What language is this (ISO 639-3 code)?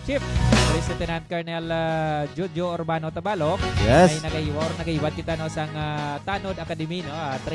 hil